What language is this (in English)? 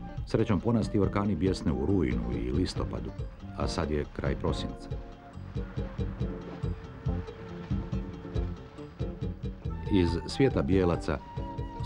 Croatian